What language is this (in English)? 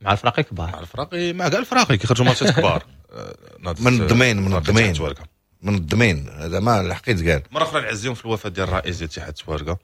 Moroccan Arabic